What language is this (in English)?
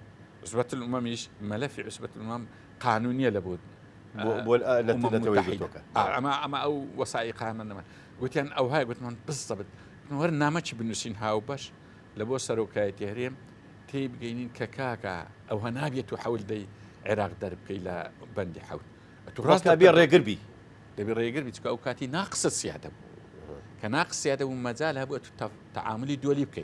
Central Kurdish